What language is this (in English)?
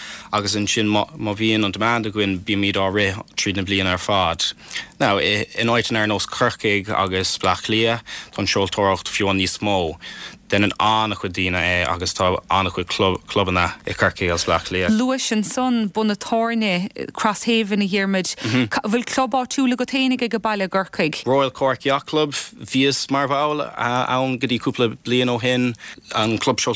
Irish